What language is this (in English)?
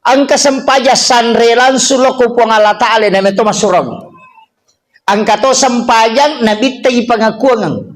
Buginese